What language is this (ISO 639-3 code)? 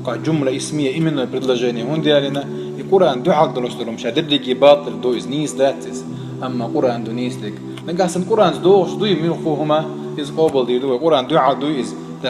che